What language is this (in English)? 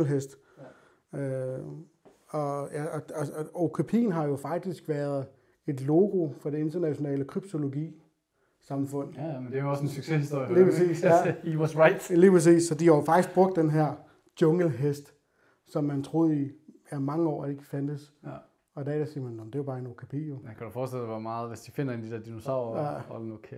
Danish